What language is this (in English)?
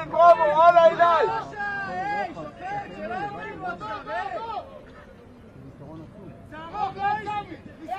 Hebrew